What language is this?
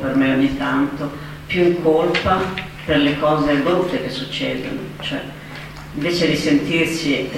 Italian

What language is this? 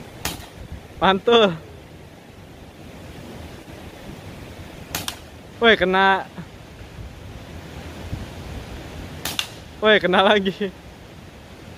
Indonesian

